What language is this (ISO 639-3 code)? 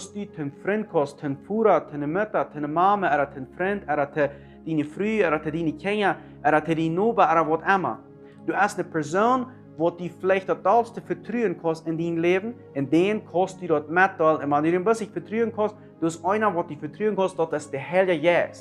pdt